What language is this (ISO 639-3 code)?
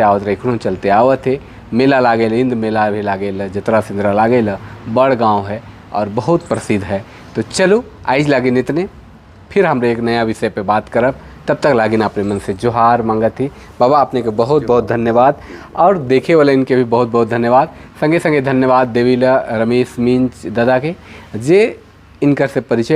sck